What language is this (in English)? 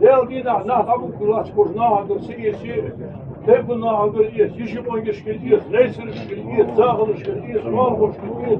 Ingush